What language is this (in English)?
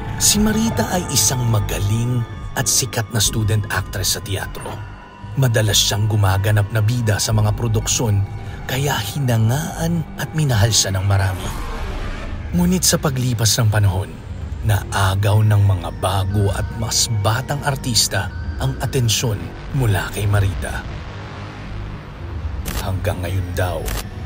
Filipino